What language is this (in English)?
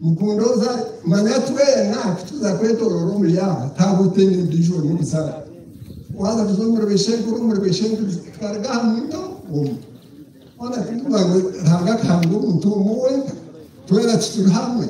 Nyankole